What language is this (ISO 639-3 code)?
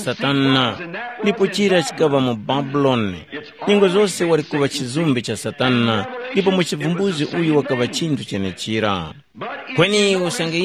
tum